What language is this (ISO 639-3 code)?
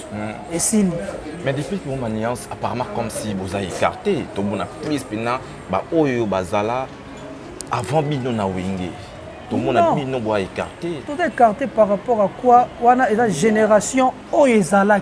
lin